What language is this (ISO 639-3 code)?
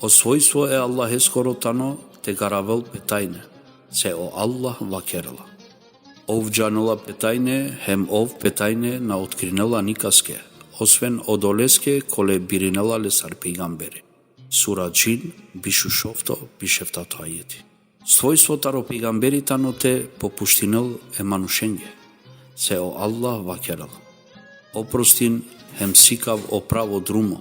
rmn